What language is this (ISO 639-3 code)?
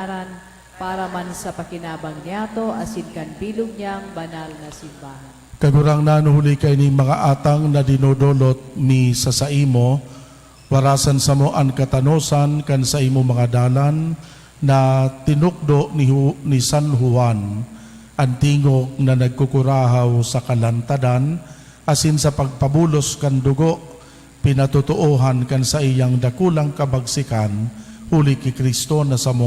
bik